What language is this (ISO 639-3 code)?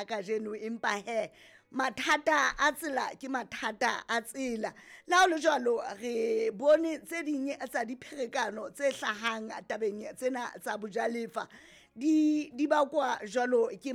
sot